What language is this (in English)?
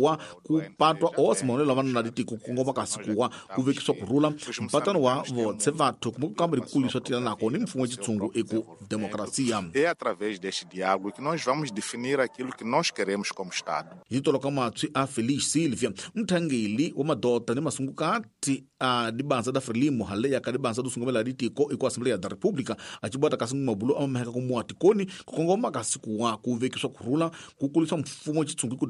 Tsonga